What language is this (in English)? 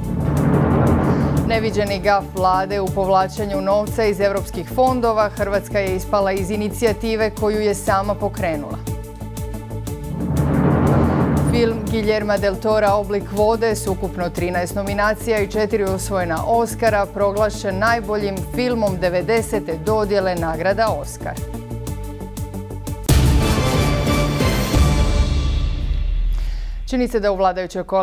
Croatian